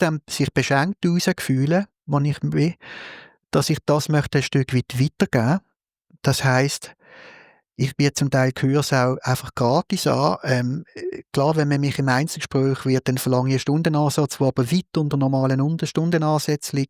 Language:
Swiss German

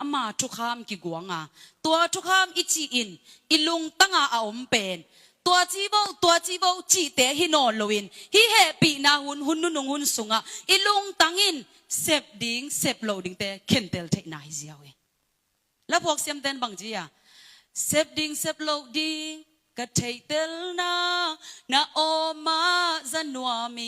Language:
Tedim Chin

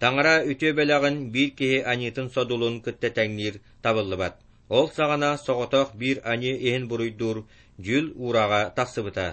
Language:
Yakut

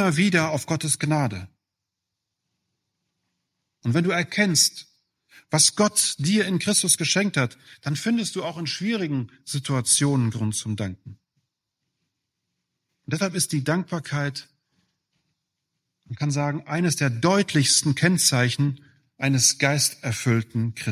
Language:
German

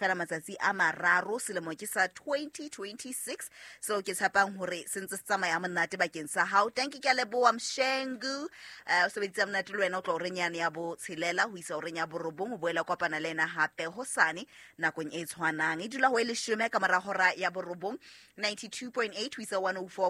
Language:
Southern Sotho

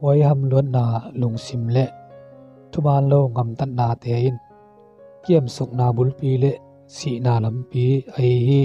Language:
Tedim Chin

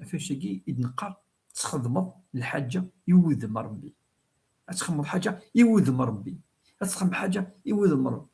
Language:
Kabyle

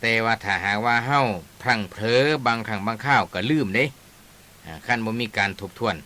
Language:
Northeastern Thai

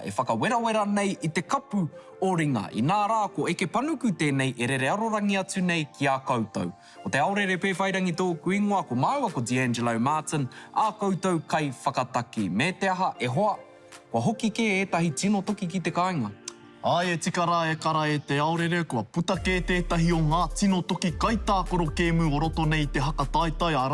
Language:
Māori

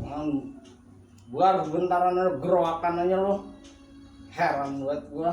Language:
Betawi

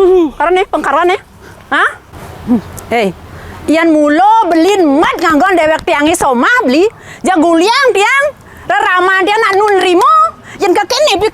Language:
Balinese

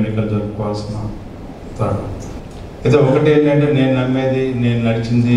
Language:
Telugu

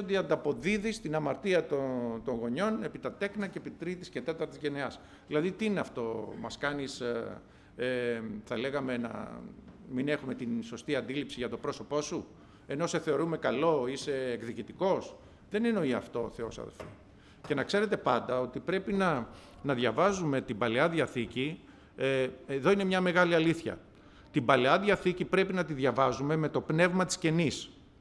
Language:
Greek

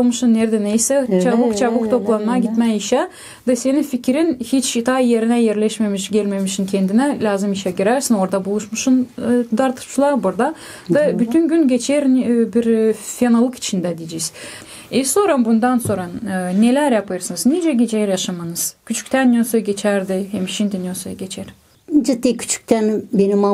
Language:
Gagauz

